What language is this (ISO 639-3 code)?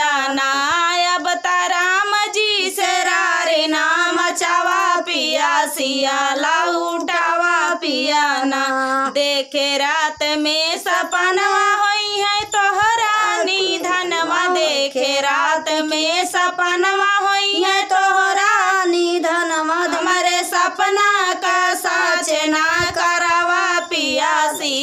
bho